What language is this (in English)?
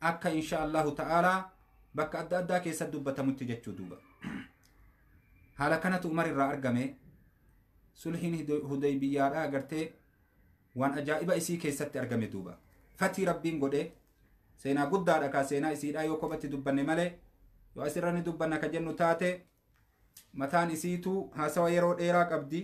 Oromo